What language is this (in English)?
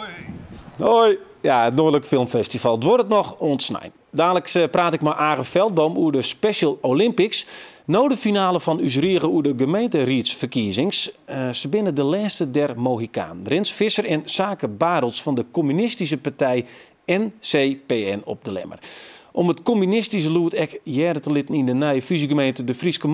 Western Frisian